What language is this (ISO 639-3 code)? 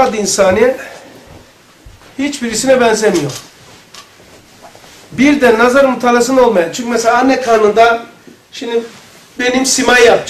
tur